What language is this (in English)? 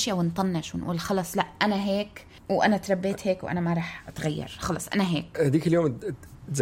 North Levantine Arabic